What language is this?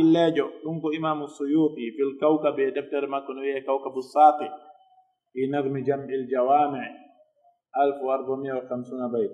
Pular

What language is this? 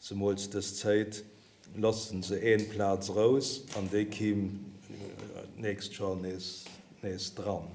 Luxembourgish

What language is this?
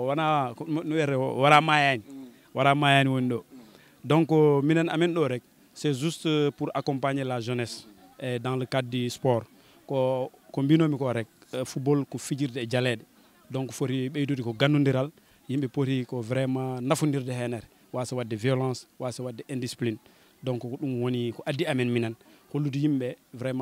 Fula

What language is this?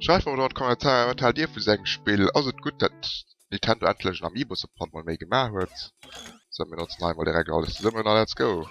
Luxembourgish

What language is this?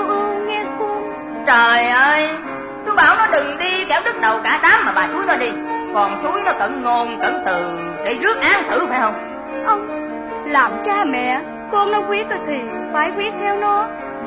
Vietnamese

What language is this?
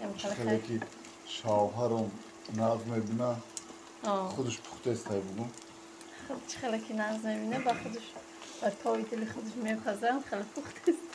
Tajik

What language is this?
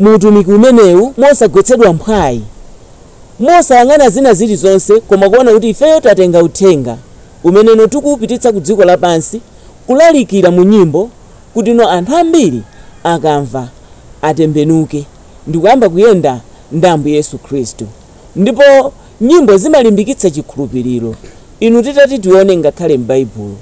Nyanja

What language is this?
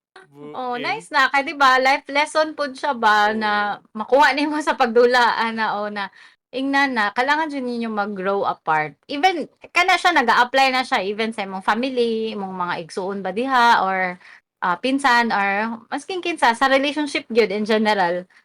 Cebuano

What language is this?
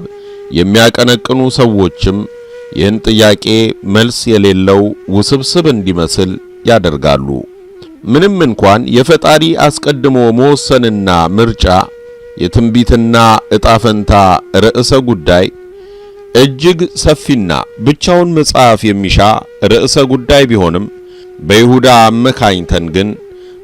Amharic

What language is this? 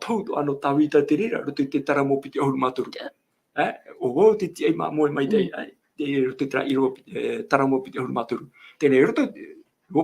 Tahitian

